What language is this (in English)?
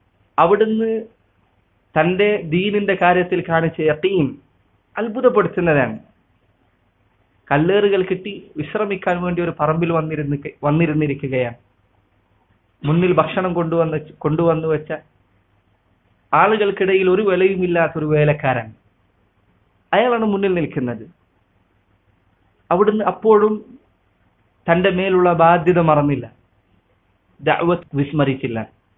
Malayalam